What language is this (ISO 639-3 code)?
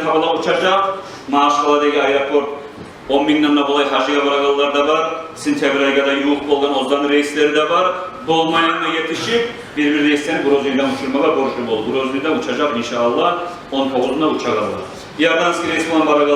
kum